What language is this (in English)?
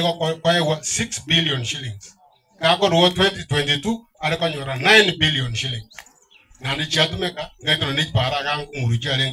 Gusii